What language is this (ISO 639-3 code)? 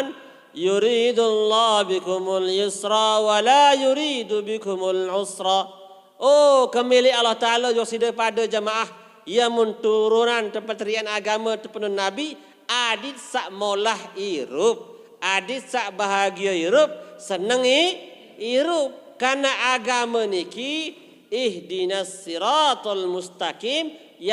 sas